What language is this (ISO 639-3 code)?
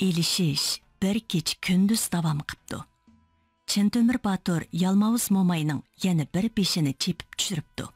uig